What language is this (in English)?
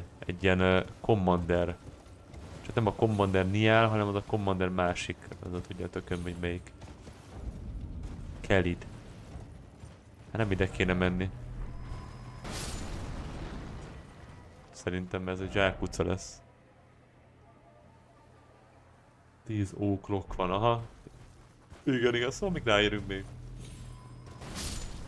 Hungarian